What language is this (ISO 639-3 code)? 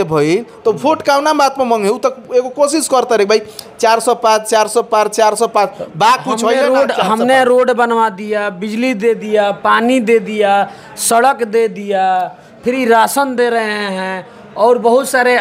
bho